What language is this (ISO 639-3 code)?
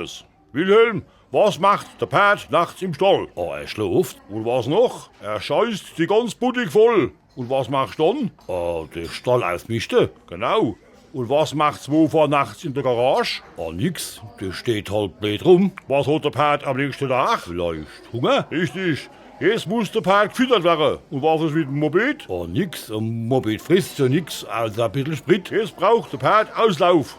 pfl